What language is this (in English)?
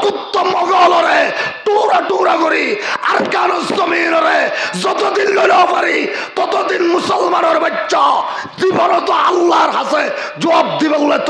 Rohingya